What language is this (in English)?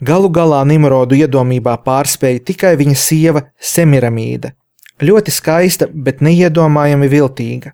Latvian